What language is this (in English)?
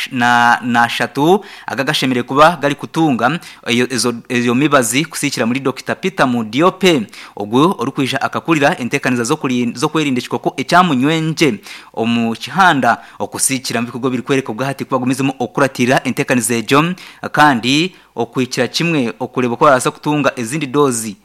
Nyankole